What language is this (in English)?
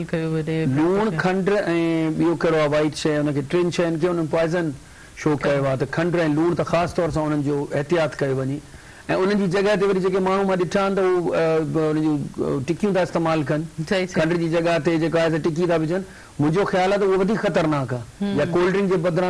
Sindhi